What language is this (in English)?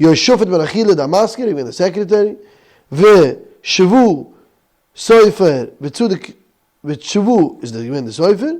Yiddish